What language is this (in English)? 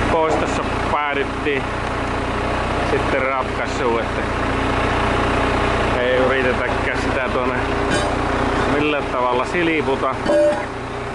Finnish